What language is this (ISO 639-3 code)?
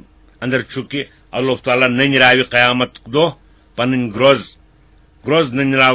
kas